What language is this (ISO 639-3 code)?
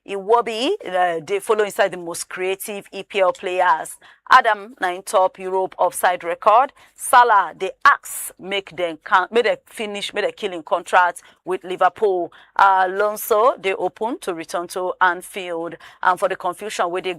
pcm